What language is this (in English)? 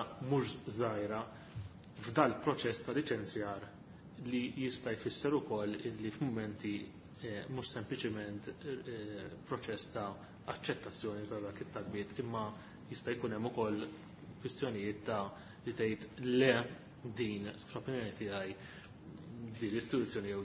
Maltese